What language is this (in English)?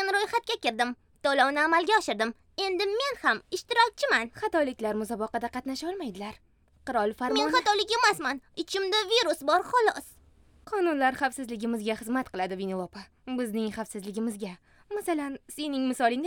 Uzbek